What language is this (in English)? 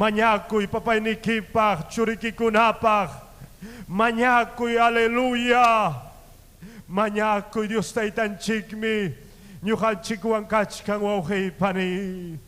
Ayacucho Quechua